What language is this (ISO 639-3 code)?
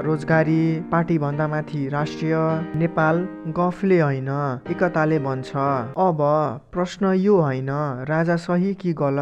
nep